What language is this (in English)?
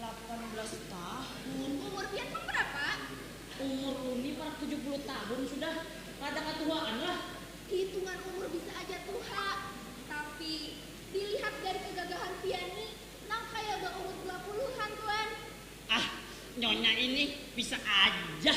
Banjar